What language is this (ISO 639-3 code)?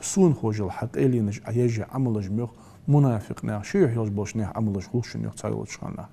inh